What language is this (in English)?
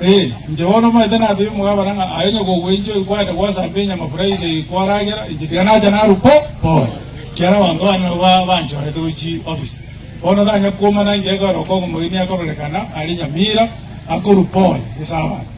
Gusii